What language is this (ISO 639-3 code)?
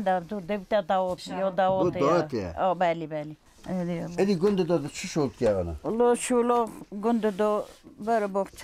kur